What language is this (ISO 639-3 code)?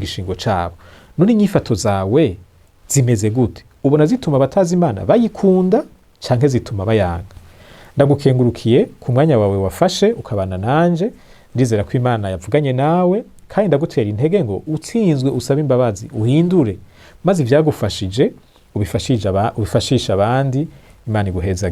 run